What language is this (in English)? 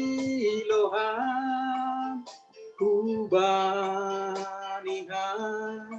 Batak Simalungun